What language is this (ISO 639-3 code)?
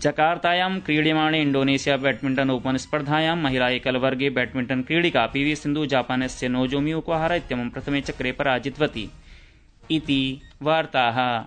san